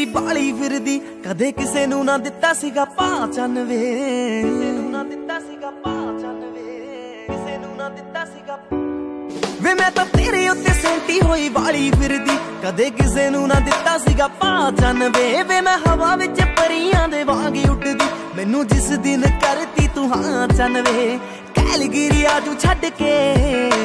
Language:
Punjabi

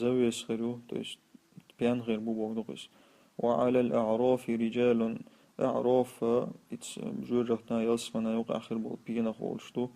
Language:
Chechen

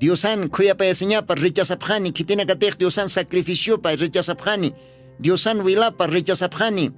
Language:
Aymara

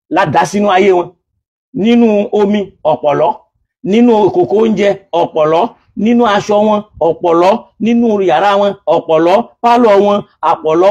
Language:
Yoruba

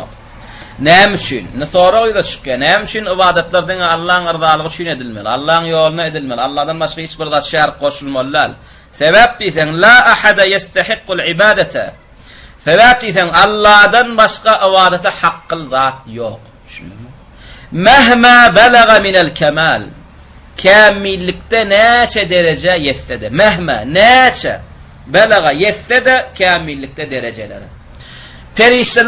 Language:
Turkmen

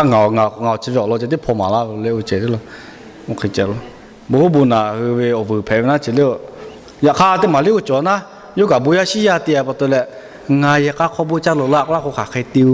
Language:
Lahu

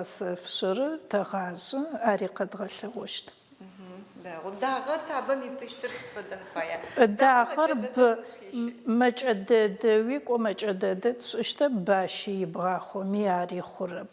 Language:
Adyghe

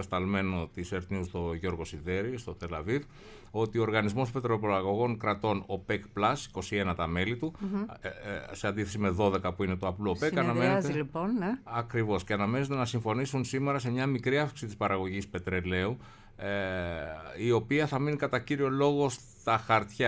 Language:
Greek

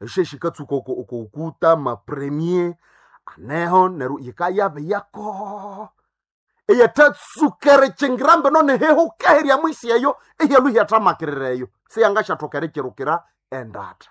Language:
Nande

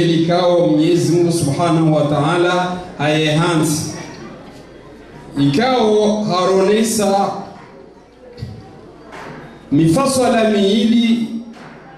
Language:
Swahili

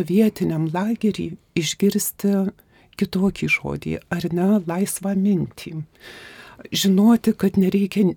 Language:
Lithuanian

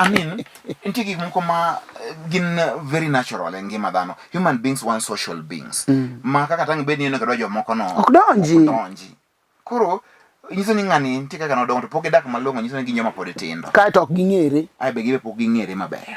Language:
Luo (Kenya and Tanzania)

